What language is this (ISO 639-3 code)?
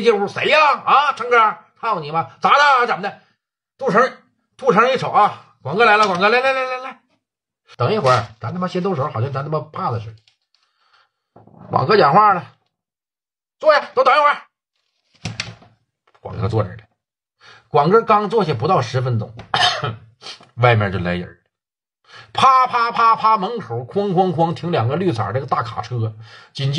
zho